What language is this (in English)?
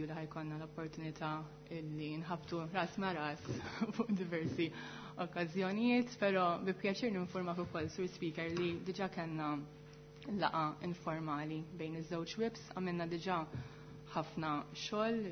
Maltese